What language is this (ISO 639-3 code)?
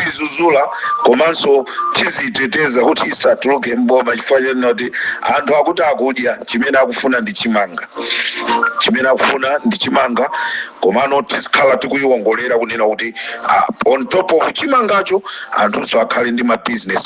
nya